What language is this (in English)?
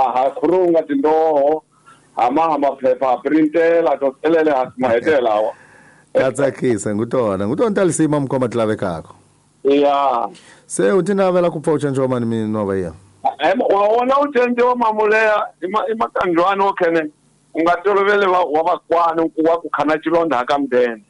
Tsonga